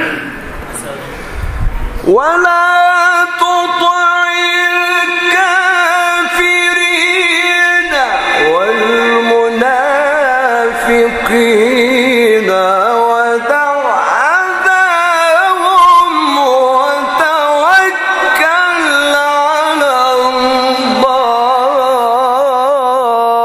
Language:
Arabic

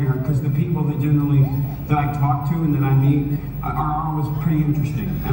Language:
English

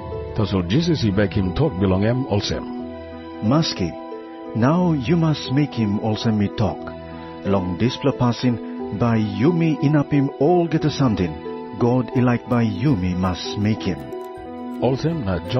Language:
Tok Pisin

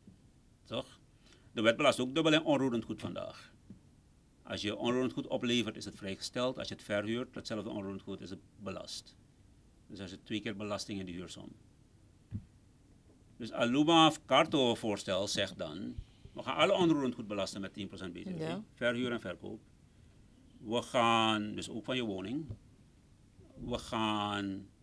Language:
Dutch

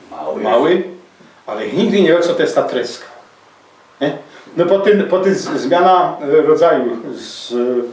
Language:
Silesian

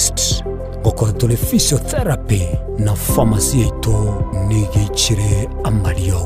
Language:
Gusii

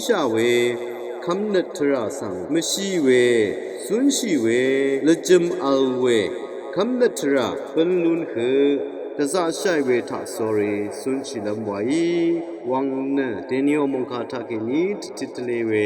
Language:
Rawang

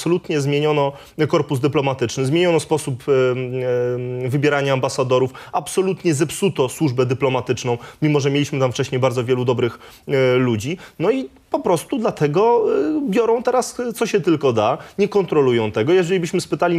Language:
Polish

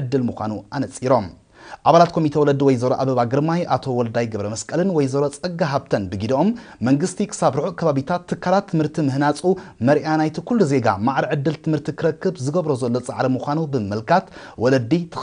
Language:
Tigrinya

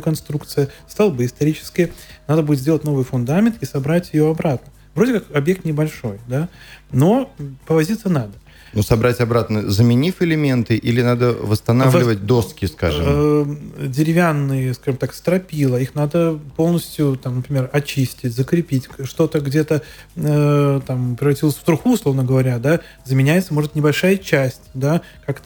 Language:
Russian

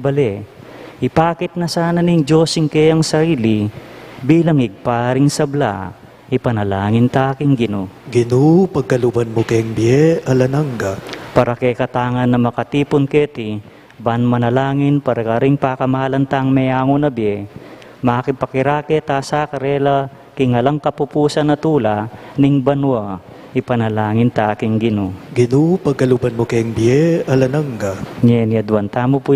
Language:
Pampanga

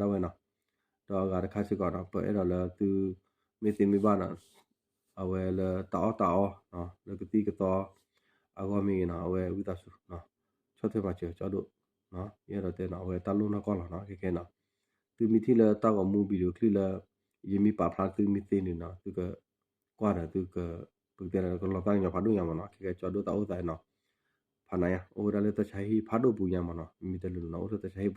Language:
S'gaw Karen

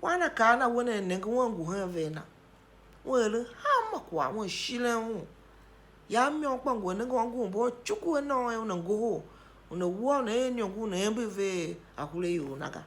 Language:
Tiv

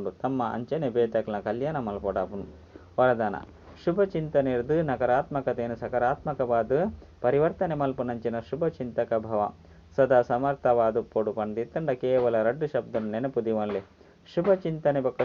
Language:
Tulu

